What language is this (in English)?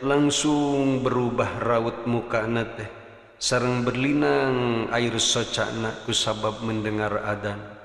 Sundanese